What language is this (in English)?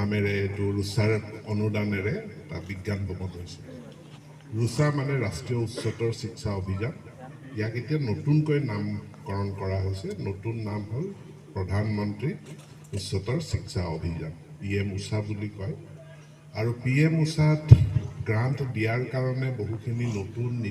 Assamese